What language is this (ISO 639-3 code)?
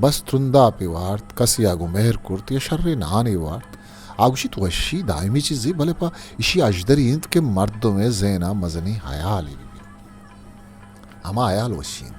bgp